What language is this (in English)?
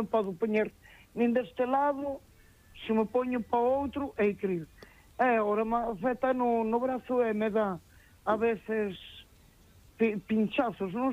Galician